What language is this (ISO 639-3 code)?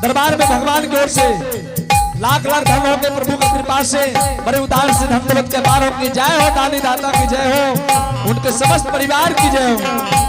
anp